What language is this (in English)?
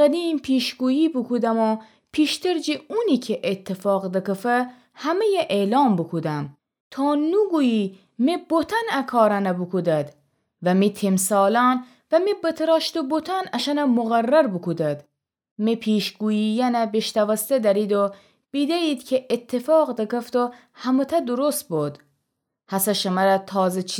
Gilaki